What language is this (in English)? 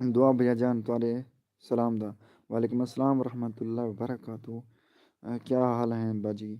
Saraiki